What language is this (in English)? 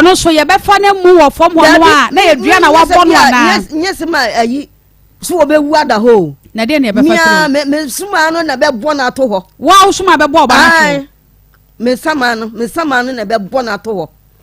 Akan